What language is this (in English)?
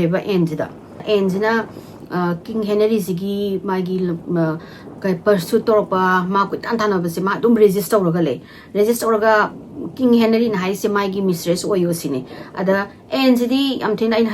Manipuri